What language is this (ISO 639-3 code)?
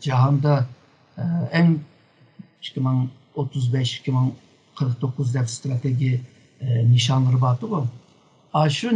uig